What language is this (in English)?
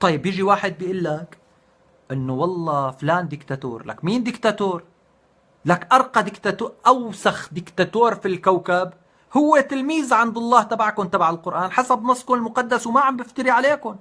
North Levantine Arabic